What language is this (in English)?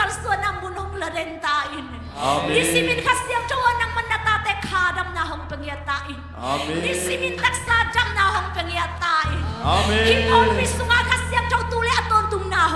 Tedim Chin